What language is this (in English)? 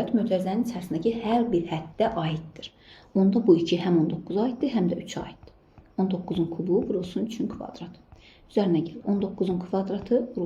Azerbaijani